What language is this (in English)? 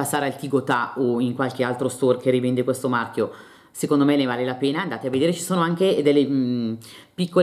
Italian